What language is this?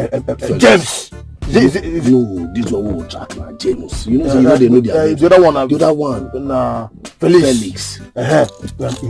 Nigerian Pidgin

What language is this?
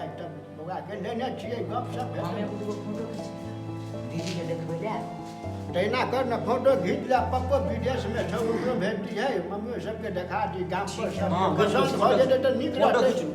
Maithili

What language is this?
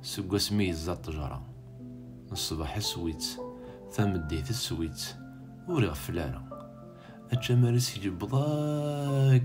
Kabyle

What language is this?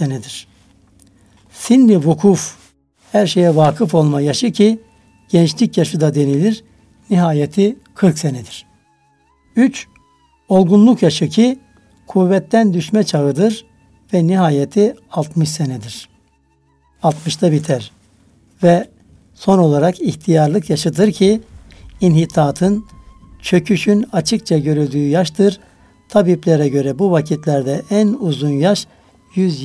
Turkish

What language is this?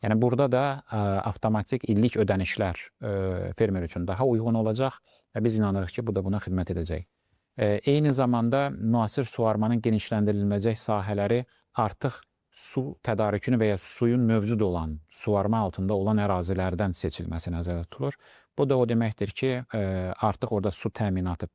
Azerbaijani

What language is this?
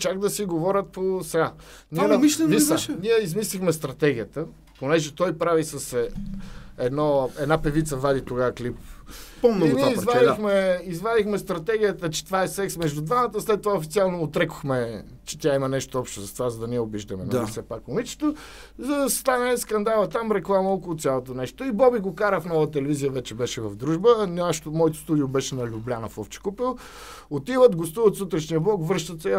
Bulgarian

